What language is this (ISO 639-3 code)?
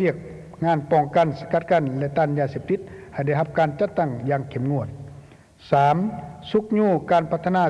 lao